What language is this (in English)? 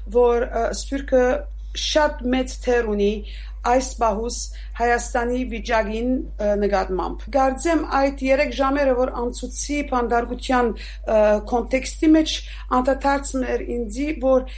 Armenian